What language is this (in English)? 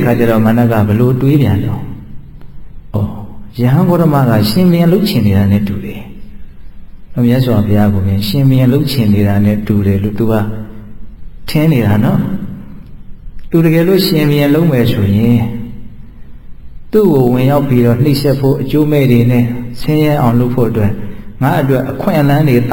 Burmese